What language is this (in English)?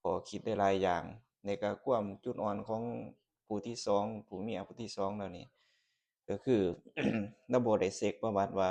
Lao